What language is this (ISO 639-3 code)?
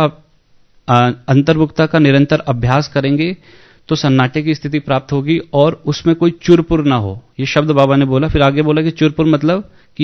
hin